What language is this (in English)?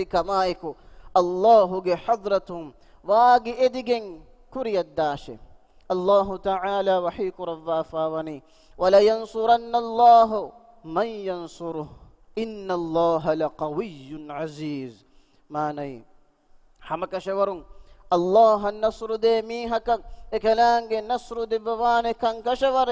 Divehi